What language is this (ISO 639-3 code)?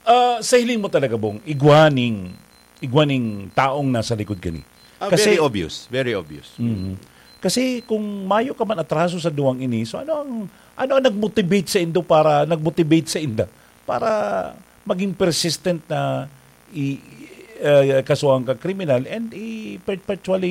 bik